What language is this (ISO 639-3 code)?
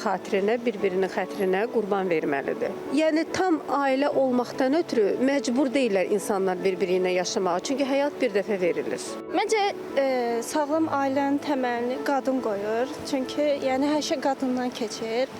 aze